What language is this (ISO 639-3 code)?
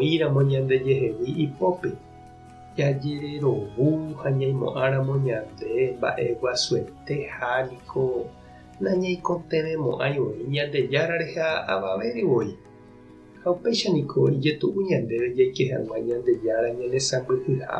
grn